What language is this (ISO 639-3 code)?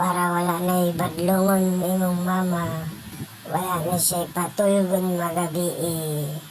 ceb